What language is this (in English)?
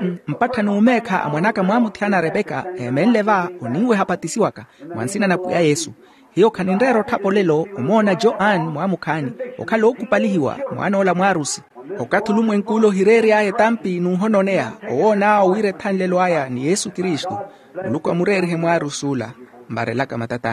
Makhuwa